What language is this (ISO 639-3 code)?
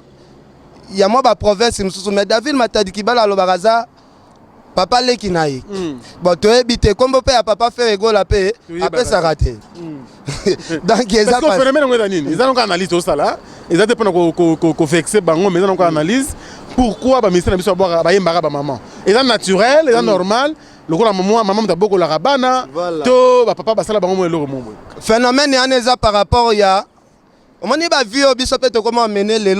lin